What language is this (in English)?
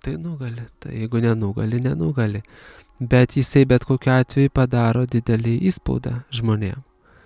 Lithuanian